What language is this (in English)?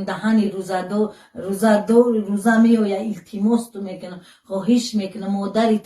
Tajik